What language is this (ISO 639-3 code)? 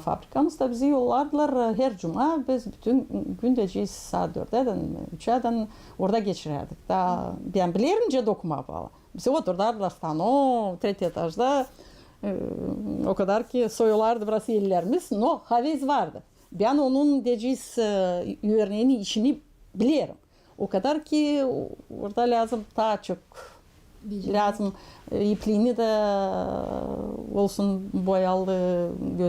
gag